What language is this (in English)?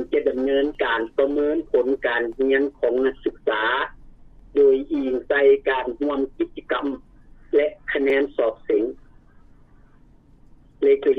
Lao